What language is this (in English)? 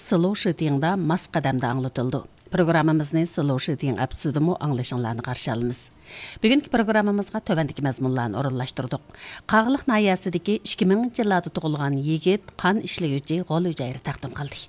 Uyghur